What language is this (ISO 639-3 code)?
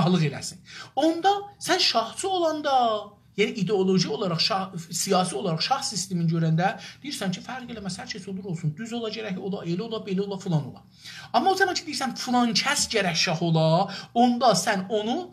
azb